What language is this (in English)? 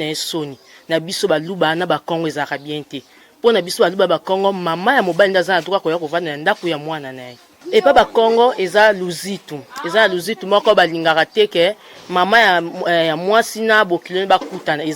Lingala